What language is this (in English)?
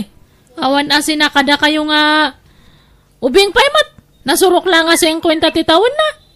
Iloko